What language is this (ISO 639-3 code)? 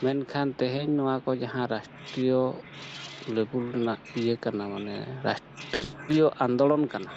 sat